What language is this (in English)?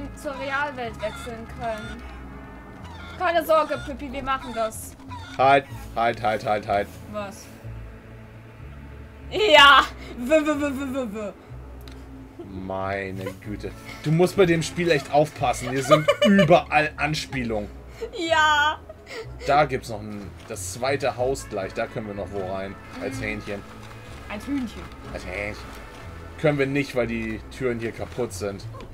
German